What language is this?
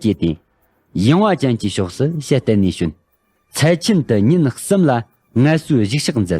Tibetan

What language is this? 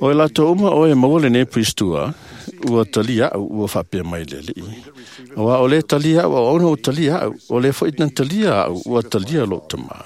Samoan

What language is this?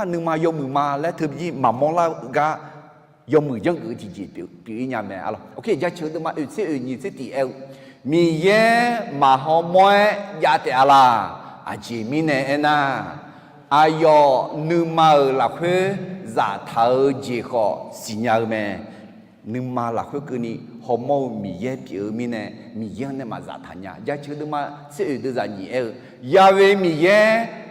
Akha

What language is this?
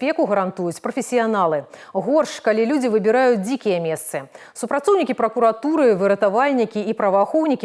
Belarusian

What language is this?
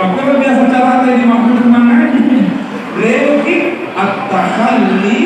Buginese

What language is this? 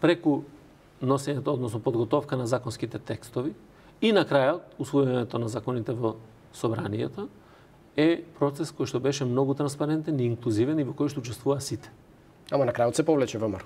Macedonian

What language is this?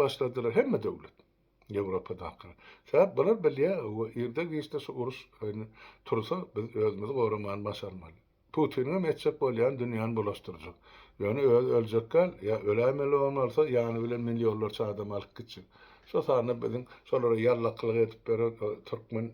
Turkmen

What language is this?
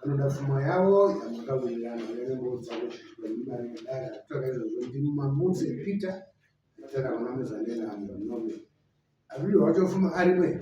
Shona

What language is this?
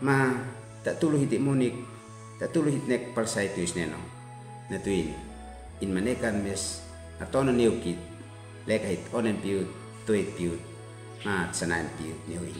Uab Meto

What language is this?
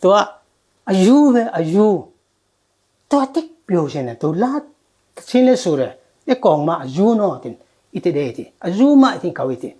Falam Chin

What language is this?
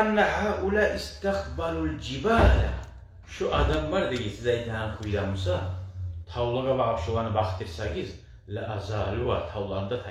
Kumyk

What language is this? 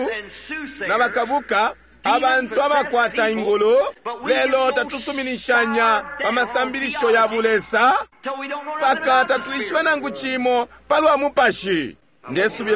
Bemba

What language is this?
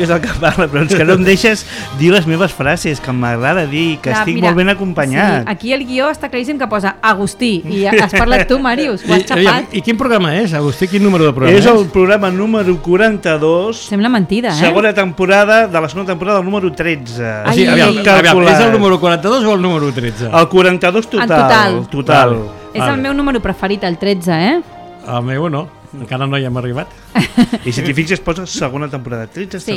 Catalan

